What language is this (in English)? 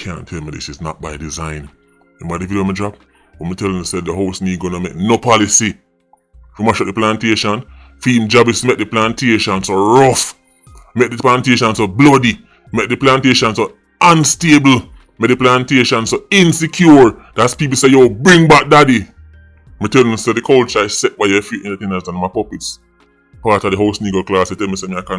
Jamaican Creole English